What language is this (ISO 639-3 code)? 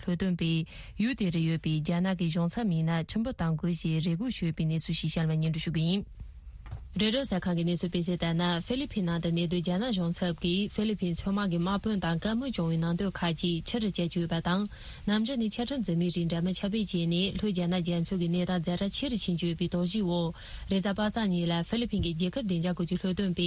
bod